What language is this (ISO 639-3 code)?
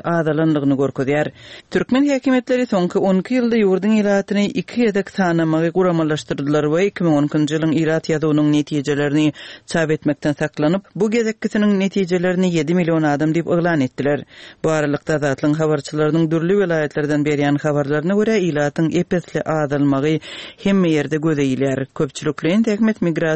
tuk